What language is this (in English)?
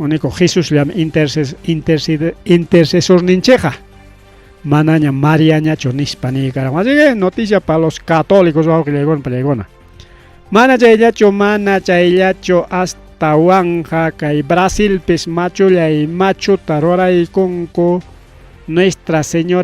Ayacucho Quechua